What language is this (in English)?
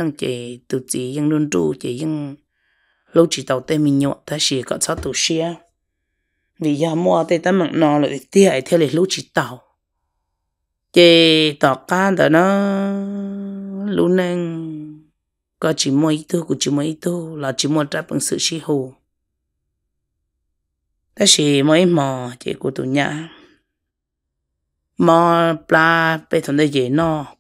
Vietnamese